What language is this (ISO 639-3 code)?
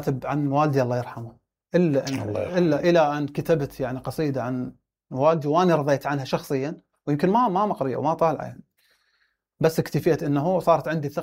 acm